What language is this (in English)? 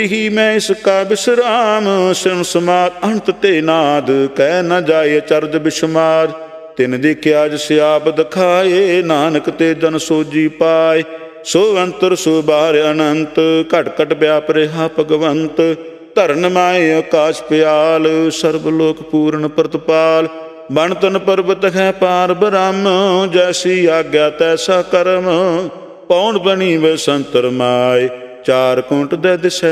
Punjabi